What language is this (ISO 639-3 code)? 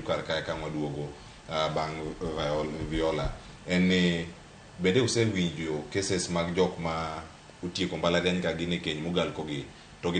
luo